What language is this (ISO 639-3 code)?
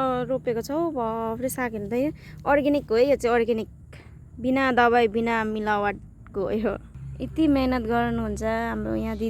nep